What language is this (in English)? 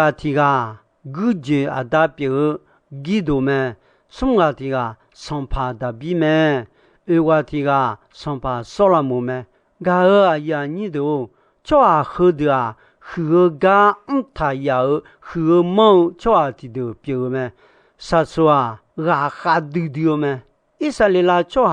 Akha